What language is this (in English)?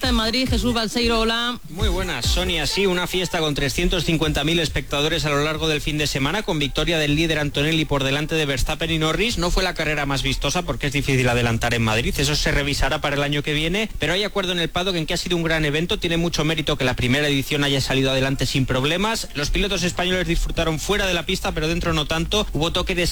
Spanish